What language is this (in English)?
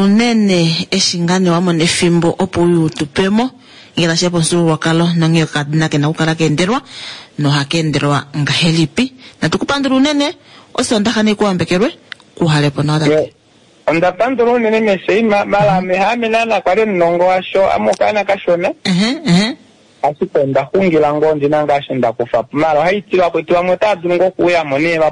Kuanyama